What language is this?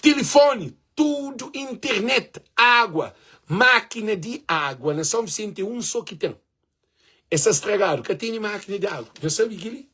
Kabuverdianu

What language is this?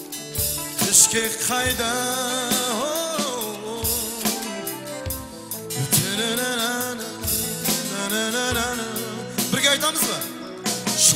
Kazakh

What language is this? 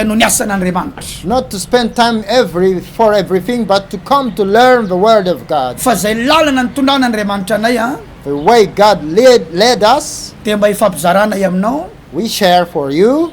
Malagasy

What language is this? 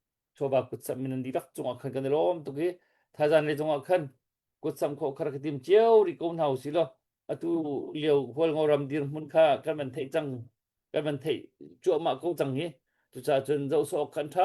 Hakha Chin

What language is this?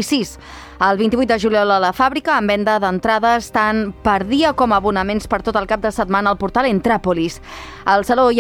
Catalan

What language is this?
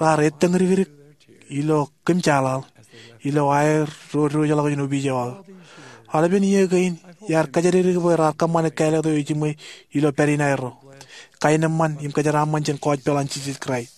Marshallese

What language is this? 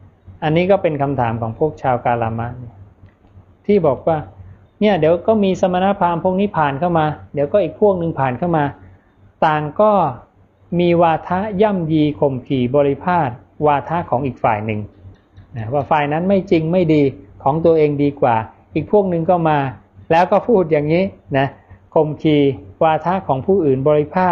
Thai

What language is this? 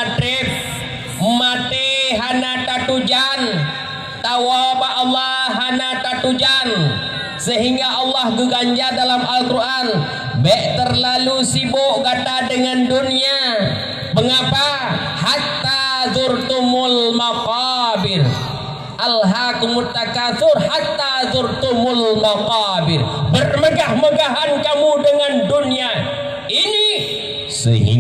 Achinese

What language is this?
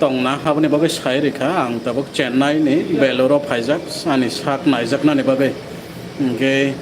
Kok Borok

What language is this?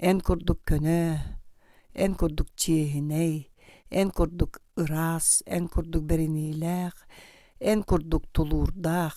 Yakut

